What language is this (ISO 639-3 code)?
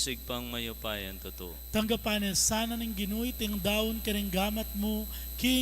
pam